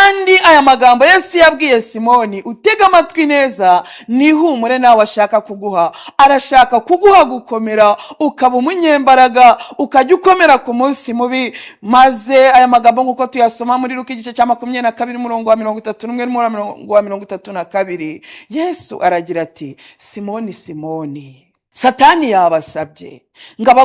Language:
Kinyarwanda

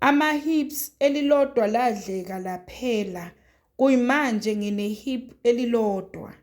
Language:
Zulu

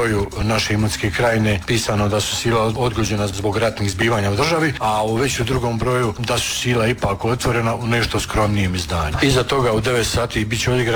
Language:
Croatian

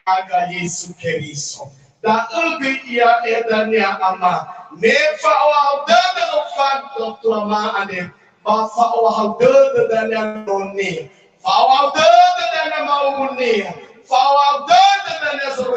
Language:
Nias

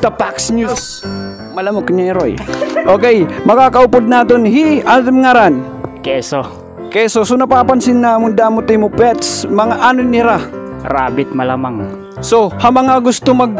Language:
Waray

